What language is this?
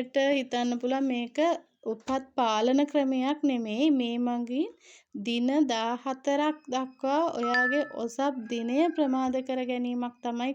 Sinhala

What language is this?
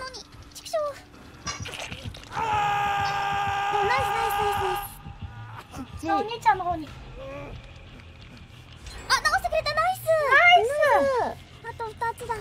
Japanese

